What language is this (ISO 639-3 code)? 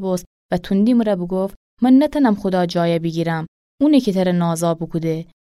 glk